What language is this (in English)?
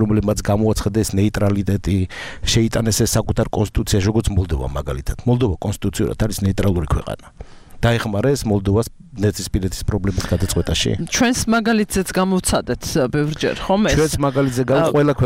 Georgian